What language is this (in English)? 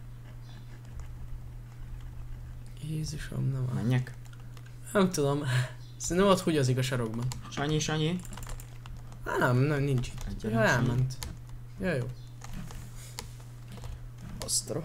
Hungarian